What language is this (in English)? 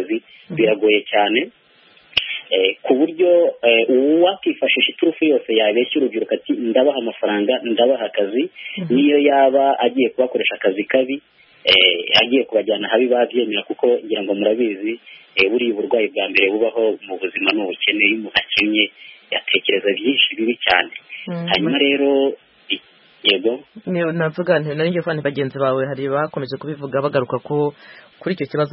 Kinyarwanda